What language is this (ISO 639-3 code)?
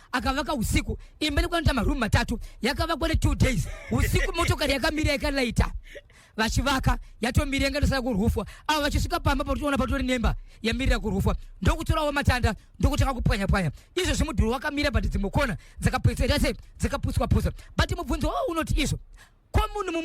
sna